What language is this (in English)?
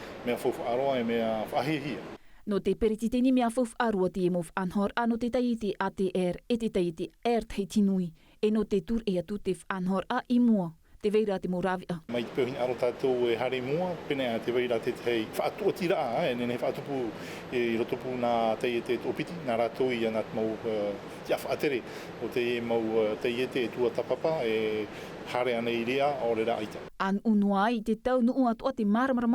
Tahitian